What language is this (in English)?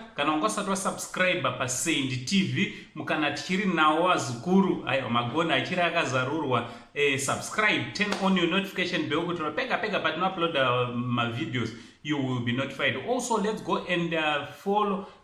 Shona